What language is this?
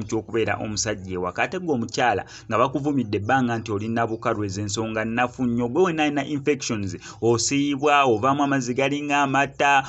Ganda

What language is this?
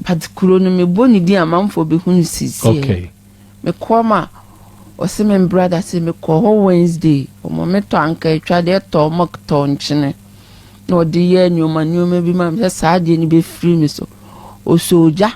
Akan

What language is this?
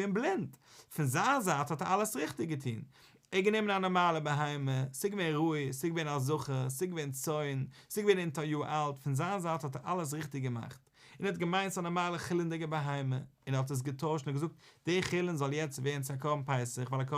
Yiddish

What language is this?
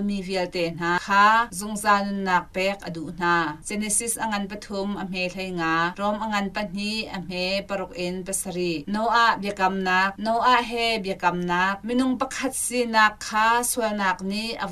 Hakha Chin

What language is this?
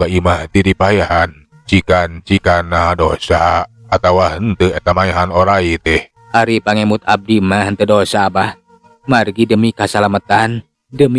Sundanese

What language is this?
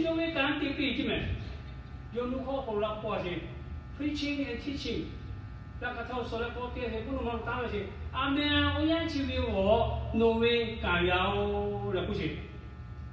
Lahu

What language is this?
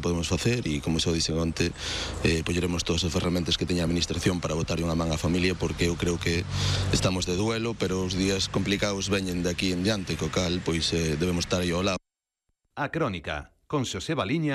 Galician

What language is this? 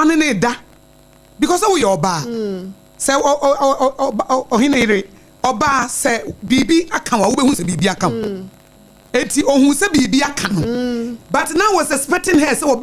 Akan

